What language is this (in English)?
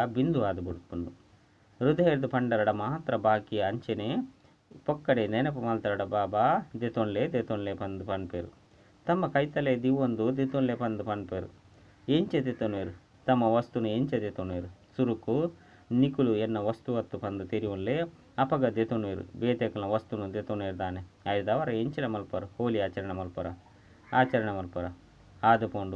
Tulu